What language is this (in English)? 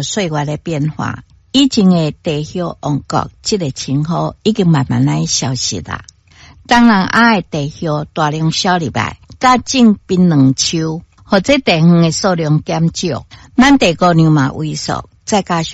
Min Nan Chinese